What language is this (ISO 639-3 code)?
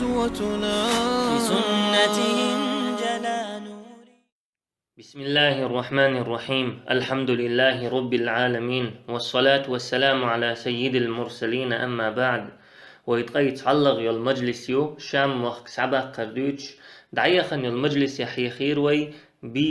che